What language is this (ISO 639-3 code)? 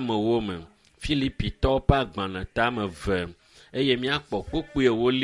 ewe